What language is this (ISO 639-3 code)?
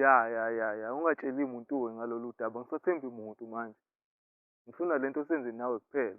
zul